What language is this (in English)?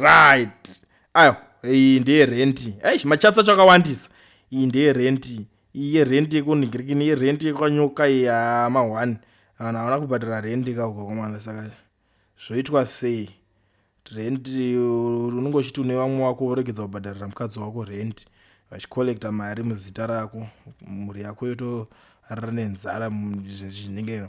Shona